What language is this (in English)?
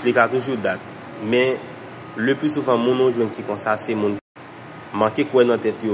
Haitian Creole